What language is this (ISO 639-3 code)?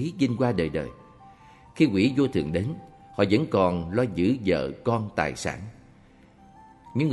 vie